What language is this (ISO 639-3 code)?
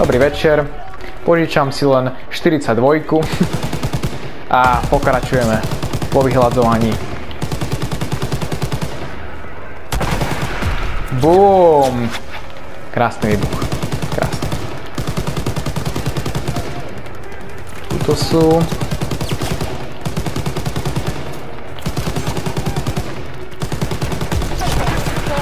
slk